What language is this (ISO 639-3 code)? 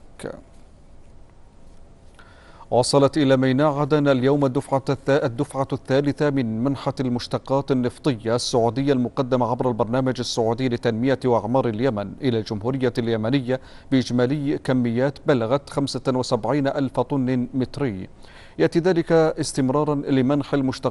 ara